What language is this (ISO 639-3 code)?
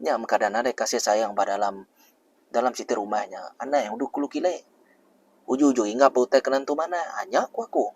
iba